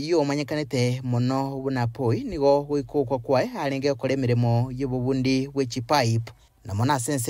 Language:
Gusii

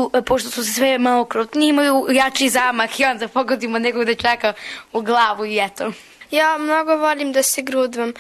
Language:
Serbian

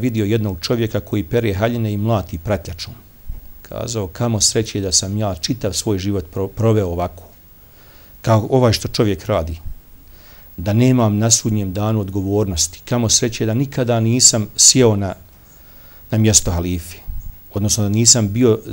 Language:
Bosnian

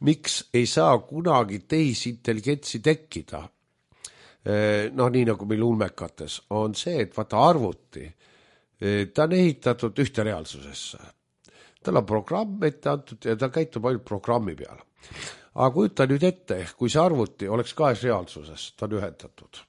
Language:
Estonian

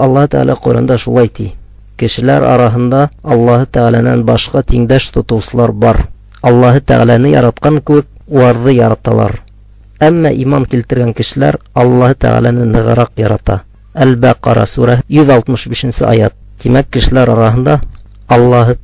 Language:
Bashkir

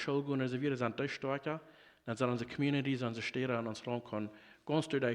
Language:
Plautdietsch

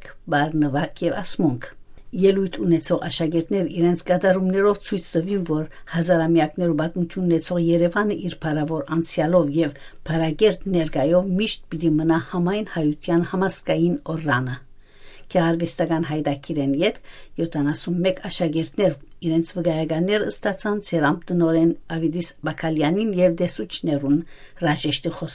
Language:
Western Armenian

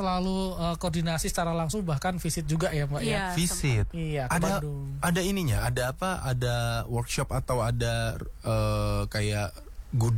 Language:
Indonesian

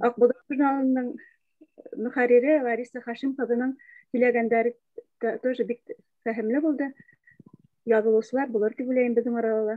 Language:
Bashkir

